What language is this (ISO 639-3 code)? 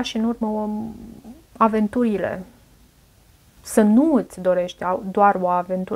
ron